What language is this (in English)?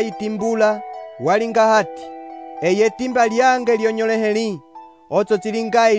Umbundu